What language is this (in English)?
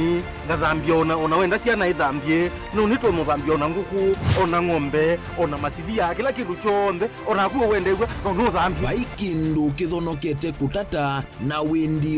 Kamba